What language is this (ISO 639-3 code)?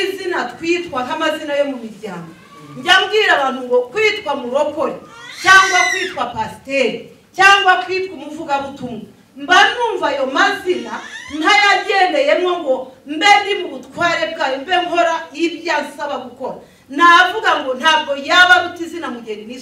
kin